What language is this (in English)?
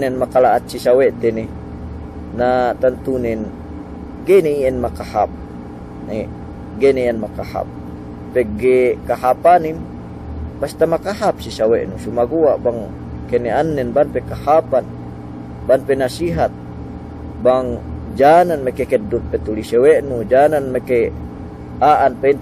Yakan